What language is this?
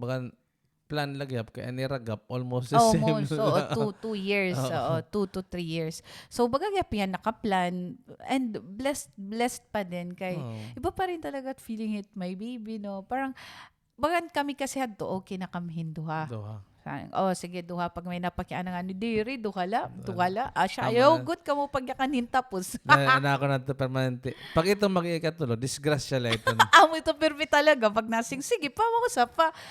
Waray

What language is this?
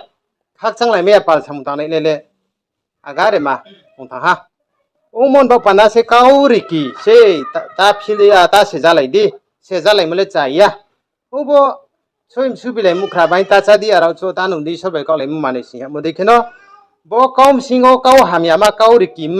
Riang (India)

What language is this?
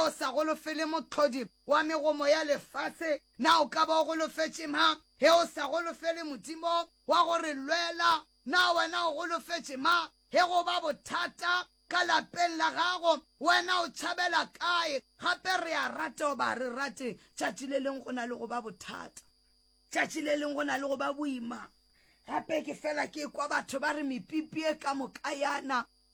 Northern Sotho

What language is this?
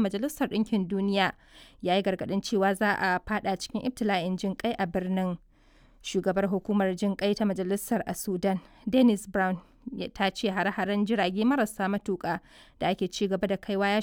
Hausa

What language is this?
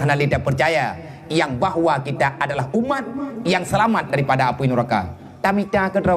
Achinese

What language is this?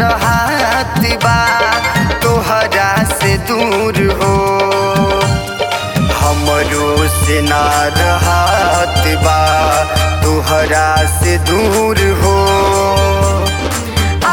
Bhojpuri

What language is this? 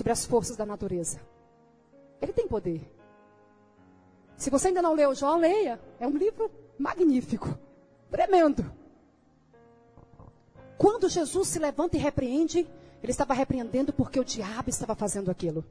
Portuguese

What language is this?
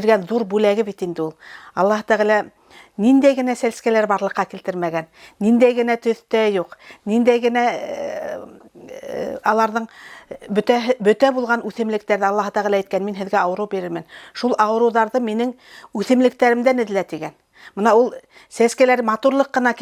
Bashkir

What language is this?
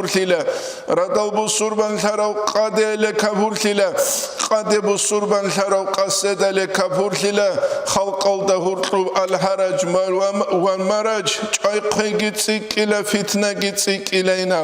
Avaric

